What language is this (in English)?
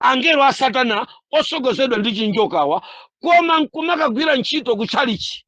Nyanja